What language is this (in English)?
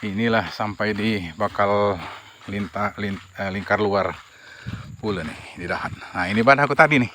Musi